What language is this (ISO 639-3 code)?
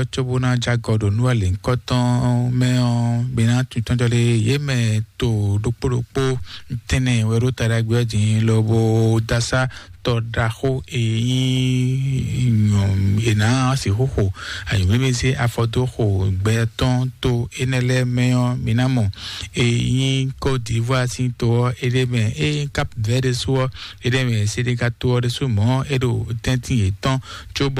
fon